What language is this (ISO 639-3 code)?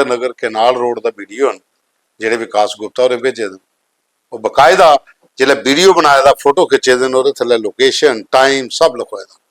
doi